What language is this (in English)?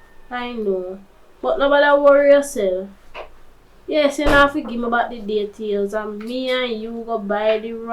Jamaican Creole English